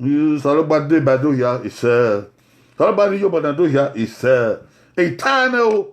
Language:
Bini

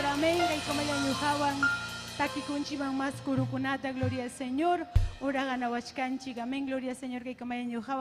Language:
Ayacucho Quechua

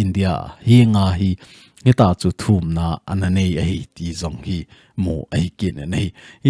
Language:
Thado Chin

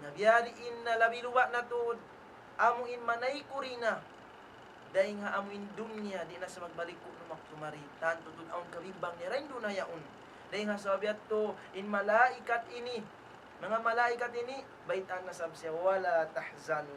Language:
Tausug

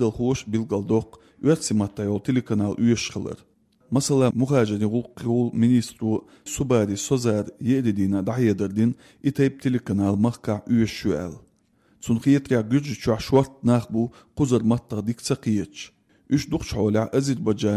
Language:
Chechen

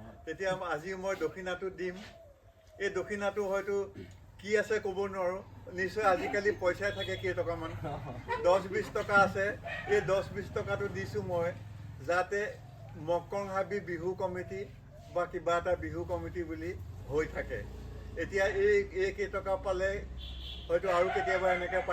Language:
Assamese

